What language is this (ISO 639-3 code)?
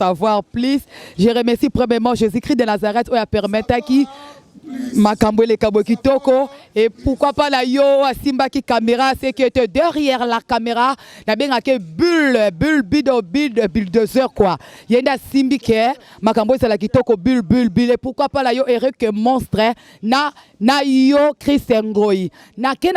lin